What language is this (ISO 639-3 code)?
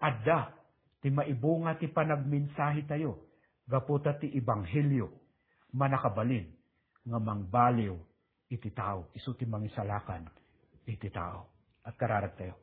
ilo